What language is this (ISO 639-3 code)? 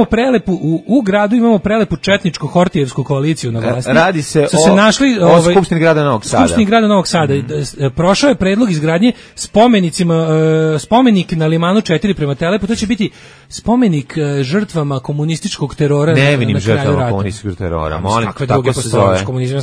srp